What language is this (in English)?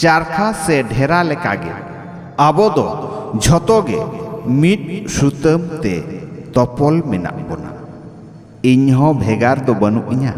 Santali